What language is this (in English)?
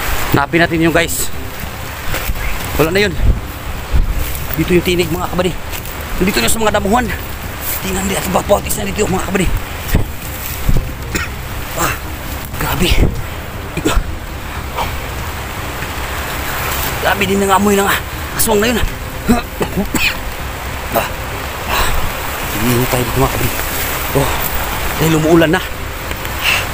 Filipino